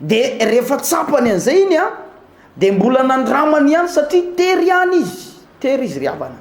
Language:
Malagasy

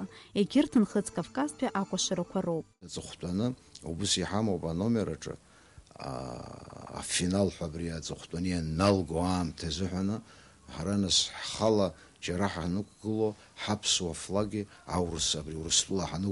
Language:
Abkhazian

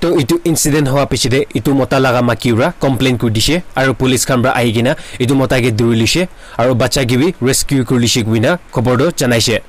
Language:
Naga Pidgin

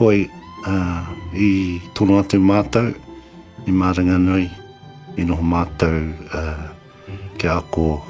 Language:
Māori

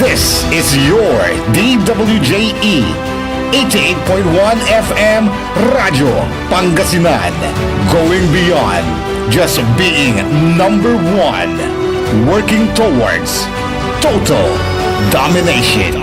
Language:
Pangasinan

